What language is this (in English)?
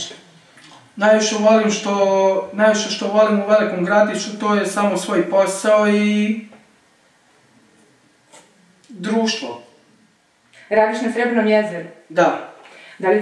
Serbian